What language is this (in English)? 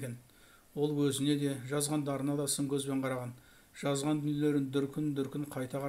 Kazakh